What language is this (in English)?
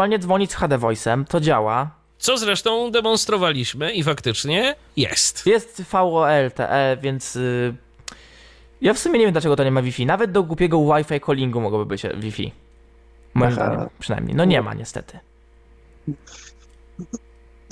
Polish